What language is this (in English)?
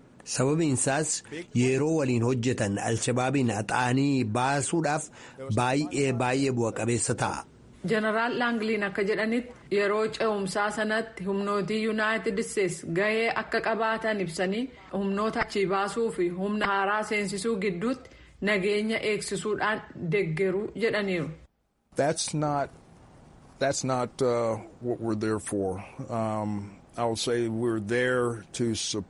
Oromo